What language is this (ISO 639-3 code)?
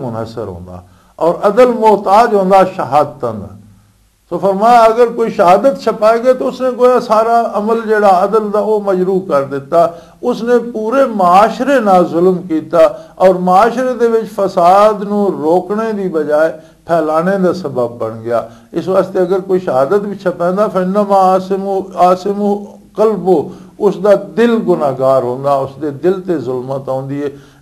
lah